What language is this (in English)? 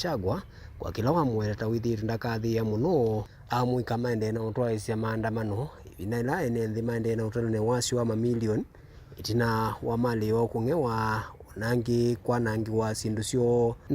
Kamba